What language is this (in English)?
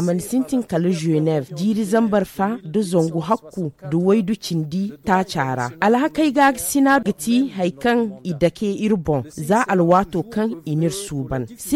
Zarma